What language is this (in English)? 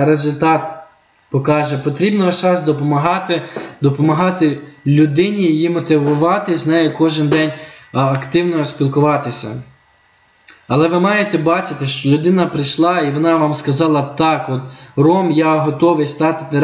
Ukrainian